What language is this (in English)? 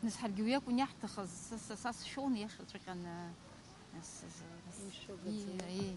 Abkhazian